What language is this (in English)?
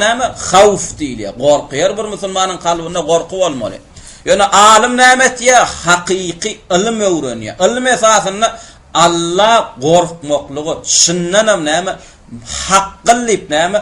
Turkmen